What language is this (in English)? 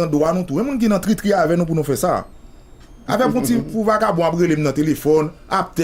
Haitian Creole